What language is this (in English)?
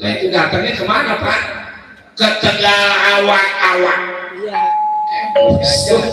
Betawi